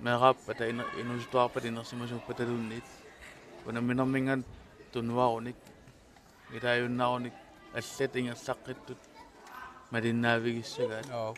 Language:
Kalaallisut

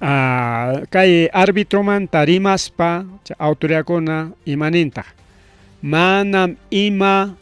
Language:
Ayacucho Quechua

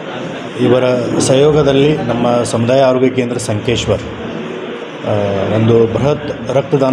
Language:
Kannada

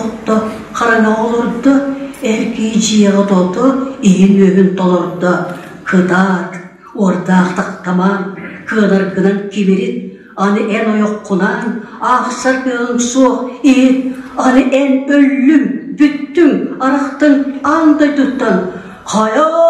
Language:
Yakut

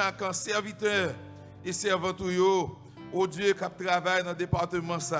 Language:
Haitian Creole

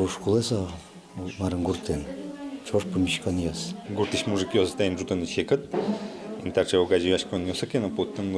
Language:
Udmurt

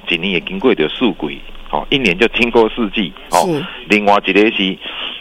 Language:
Min Nan Chinese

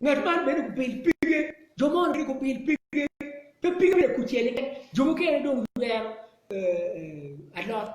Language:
Acoli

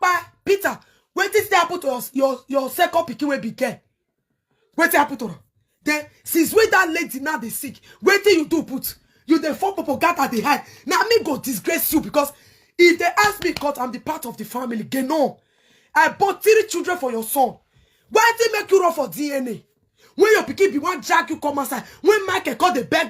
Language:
Nigerian Pidgin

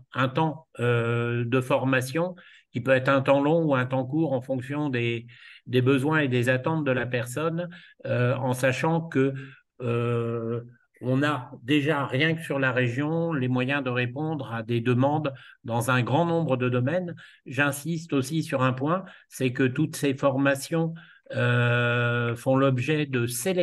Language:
French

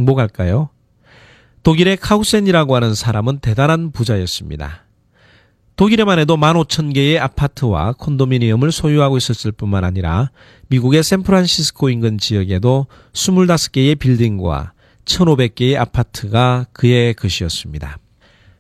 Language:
Korean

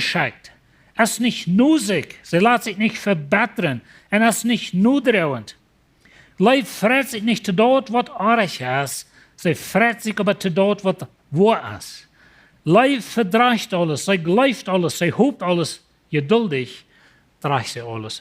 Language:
Plautdietsch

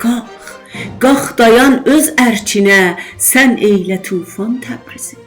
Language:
South Azerbaijani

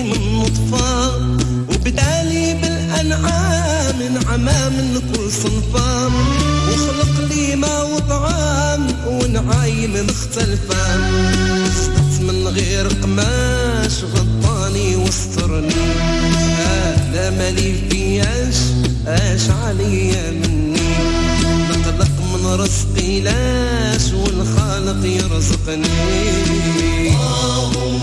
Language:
Moroccan Arabic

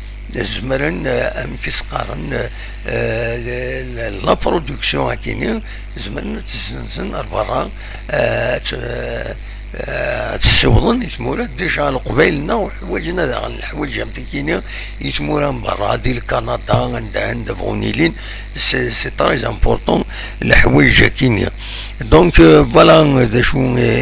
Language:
Kabyle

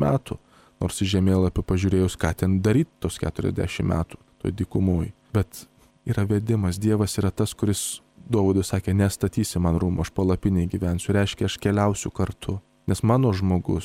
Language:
Lithuanian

